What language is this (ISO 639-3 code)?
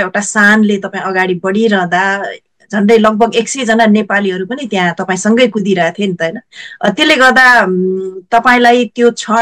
nep